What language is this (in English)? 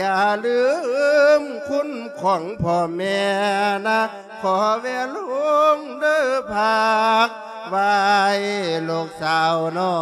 Lao